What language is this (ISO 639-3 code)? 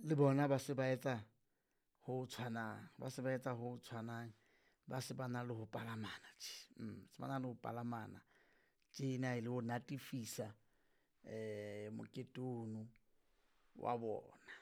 sot